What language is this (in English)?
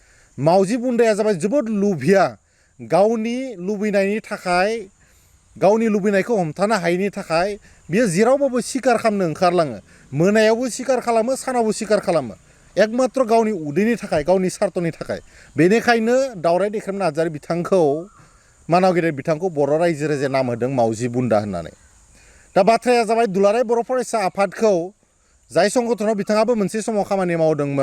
Bodo